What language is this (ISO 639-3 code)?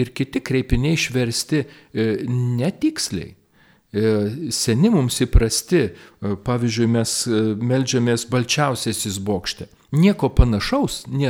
lit